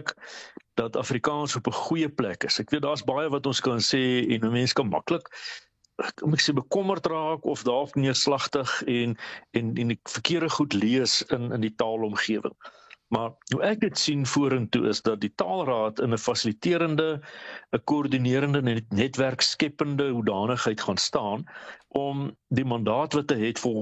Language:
Afrikaans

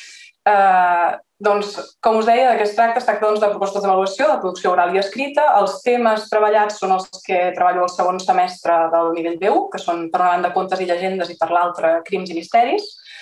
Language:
Catalan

